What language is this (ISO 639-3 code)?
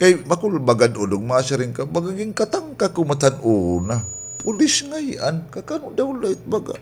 war